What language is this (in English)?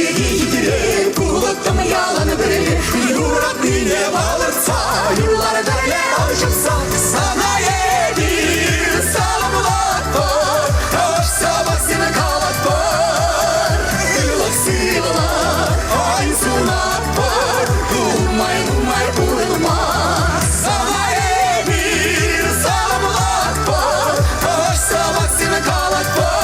Chuvash